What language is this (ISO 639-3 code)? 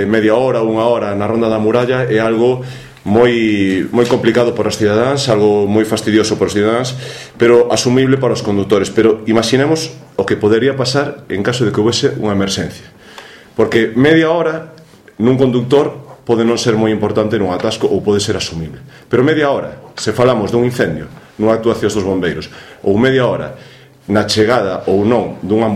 glg